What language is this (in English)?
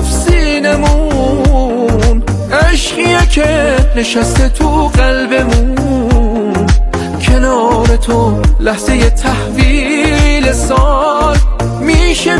Persian